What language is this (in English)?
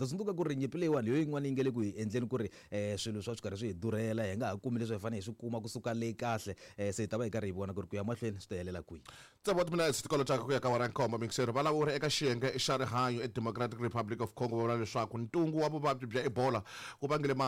Tsonga